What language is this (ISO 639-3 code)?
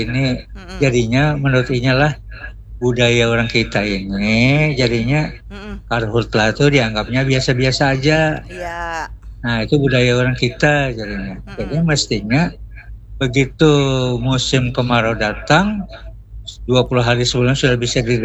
bjn